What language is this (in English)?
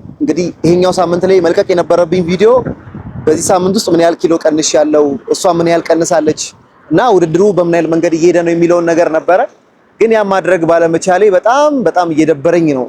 Amharic